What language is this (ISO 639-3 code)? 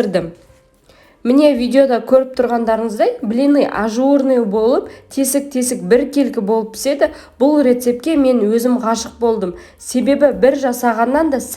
kaz